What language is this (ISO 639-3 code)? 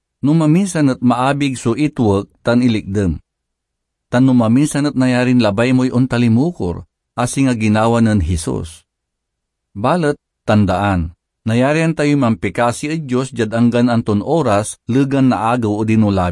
pag